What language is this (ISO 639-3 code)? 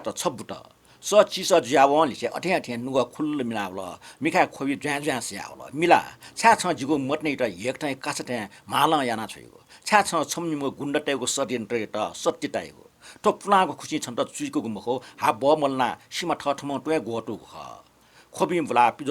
new